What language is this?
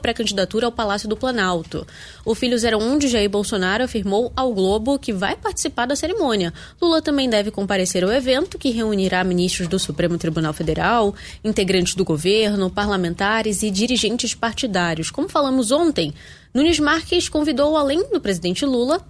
Portuguese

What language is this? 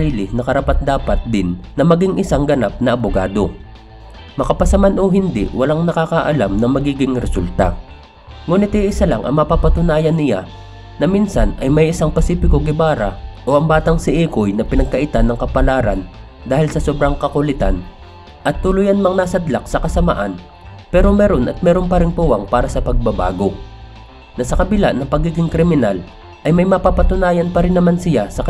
Filipino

